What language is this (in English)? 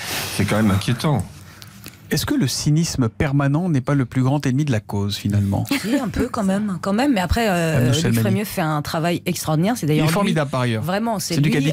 French